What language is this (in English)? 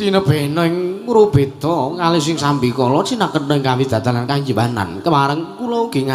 Javanese